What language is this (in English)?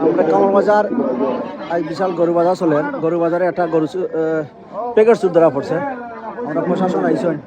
Sylheti